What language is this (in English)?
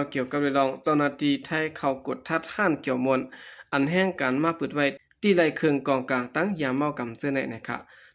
Shan